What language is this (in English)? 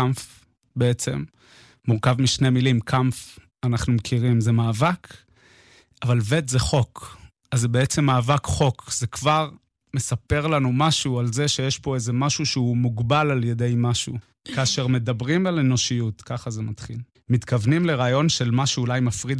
Hebrew